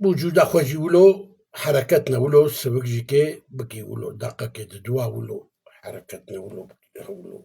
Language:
Kurdish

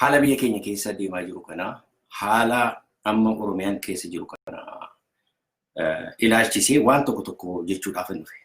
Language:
Oromo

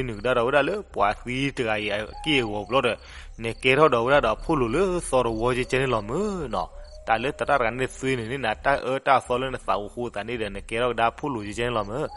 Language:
S'gaw Karen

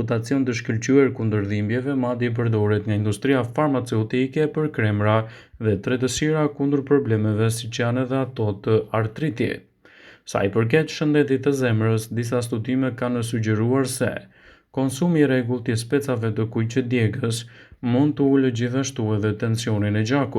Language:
Albanian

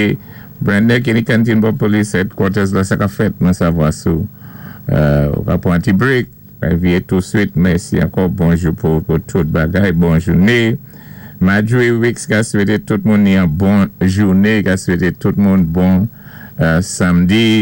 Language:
Saint Lucian Creole French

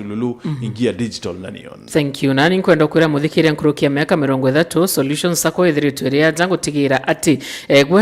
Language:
Meru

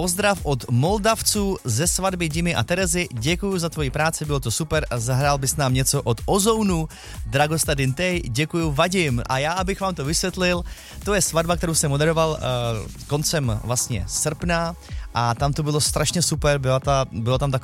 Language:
Czech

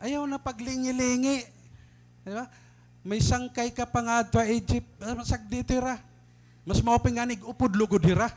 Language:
Waray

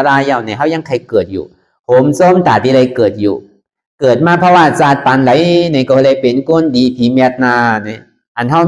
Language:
Shan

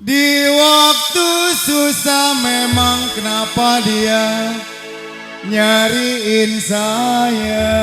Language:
Betawi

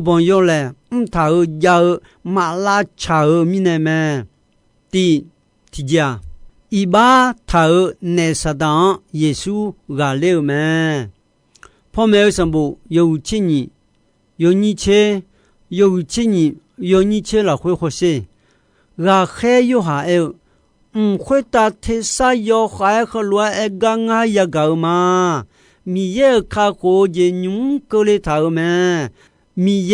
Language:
Akha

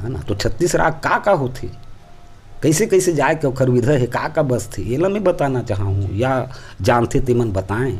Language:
Chhattisgarhi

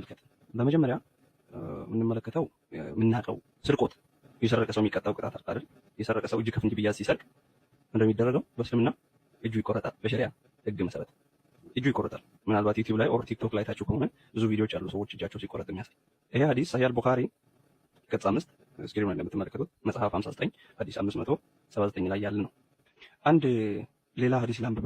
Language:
Amharic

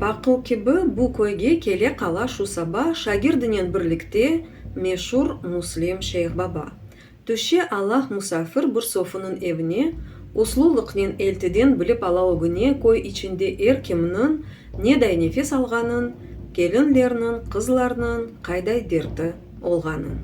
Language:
Crimean Tatar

